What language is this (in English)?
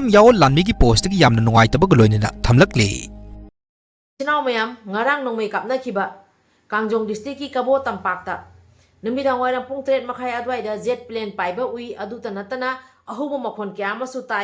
Manipuri